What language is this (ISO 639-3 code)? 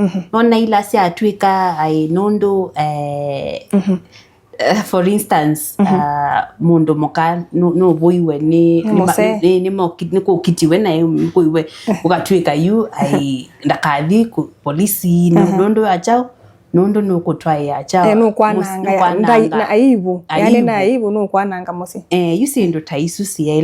kam